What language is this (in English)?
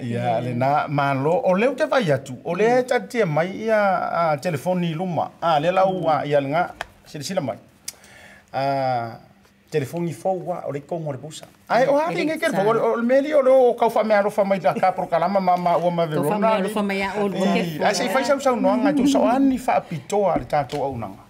Samoan